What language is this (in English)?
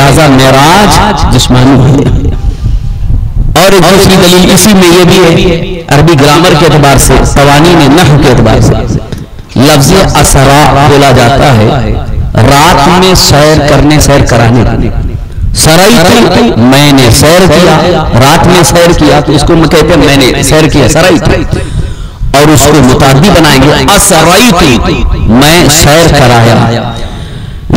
Urdu